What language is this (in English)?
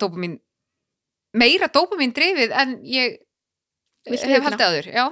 Icelandic